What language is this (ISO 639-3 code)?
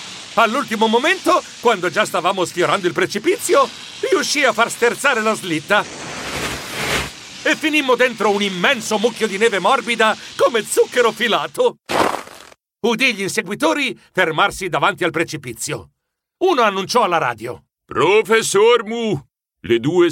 ita